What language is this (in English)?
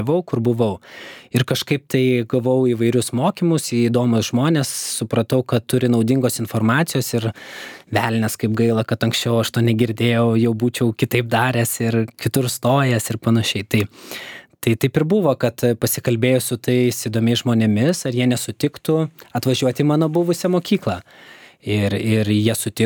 Lithuanian